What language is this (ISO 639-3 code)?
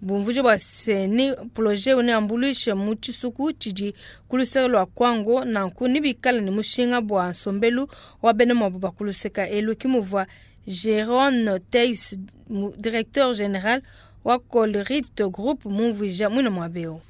lua